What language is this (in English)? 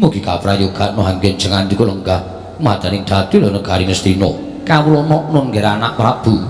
Javanese